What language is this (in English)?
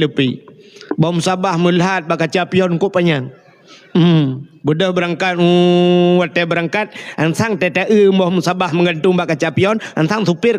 Achinese